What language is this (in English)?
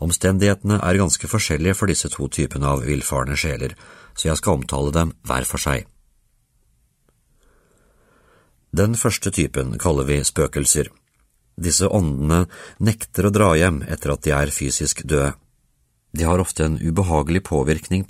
Norwegian